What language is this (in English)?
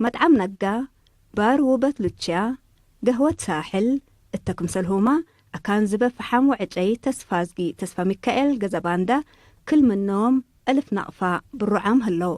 Tigre